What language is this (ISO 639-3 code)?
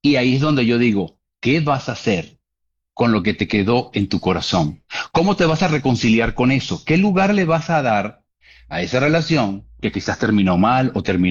spa